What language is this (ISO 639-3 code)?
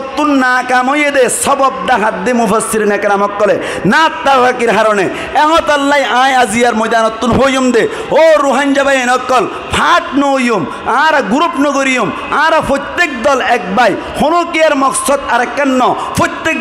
rhg